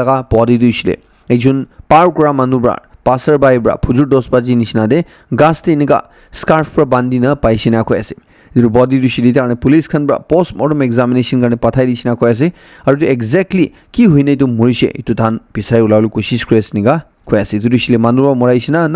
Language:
Naga Pidgin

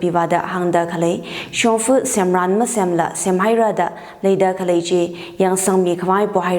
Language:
Tangkhul Naga (India)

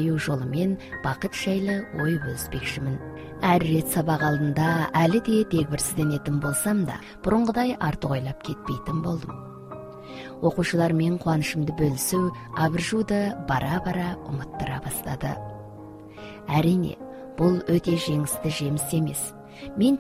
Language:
Kazakh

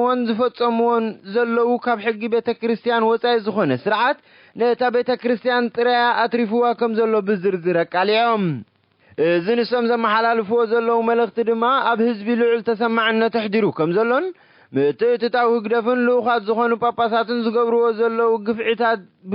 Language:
Tigrinya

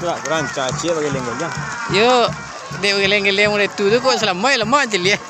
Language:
Minangkabau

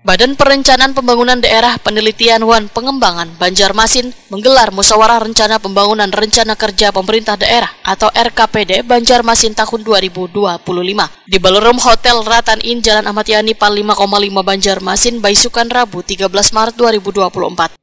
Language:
Banjar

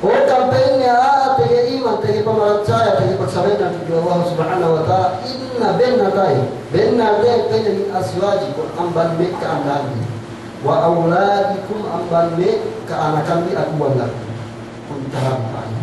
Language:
Yakan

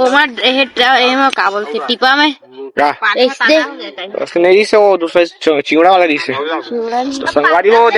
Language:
Chhattisgarhi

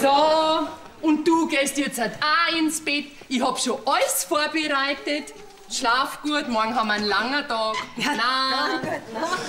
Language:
Bavarian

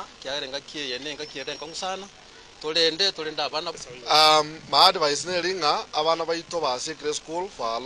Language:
Gusii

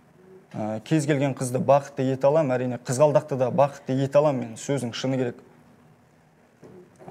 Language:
Kazakh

